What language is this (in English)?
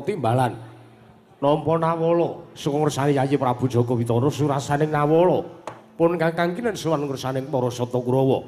Javanese